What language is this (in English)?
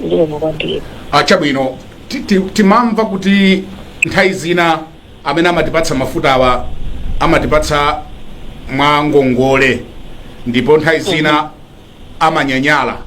Nyanja